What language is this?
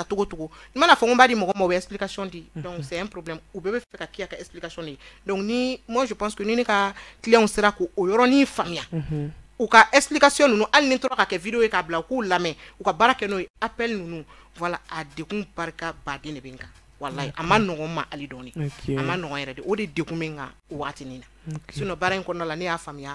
Bambara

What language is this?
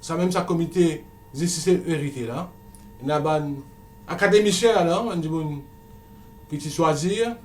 Morisyen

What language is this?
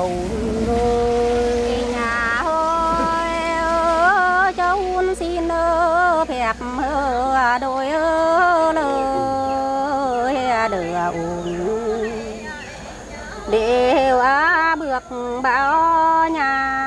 Vietnamese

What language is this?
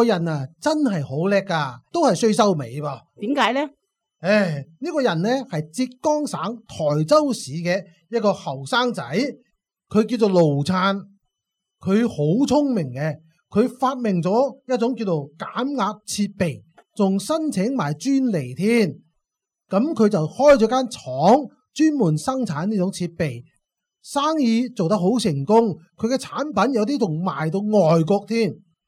Cantonese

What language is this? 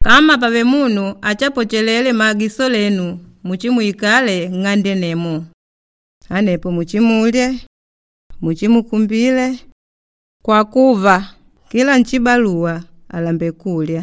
Makonde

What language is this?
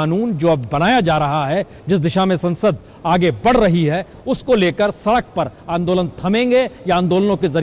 Hindi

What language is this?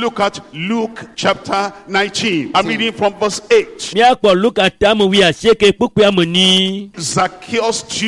Ewe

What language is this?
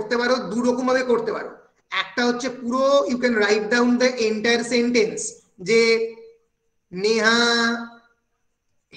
Bangla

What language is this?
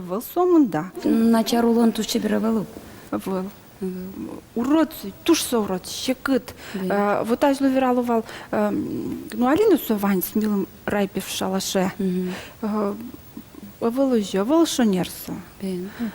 Udmurt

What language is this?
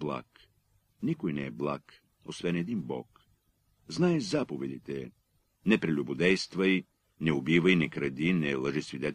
Bulgarian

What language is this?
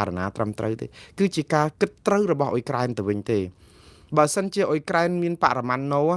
Khmer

